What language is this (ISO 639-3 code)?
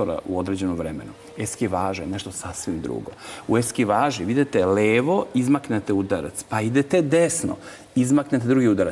srp